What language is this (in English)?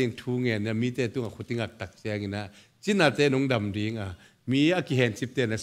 Tedim Chin